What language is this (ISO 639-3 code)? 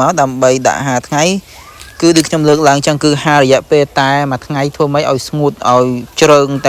khm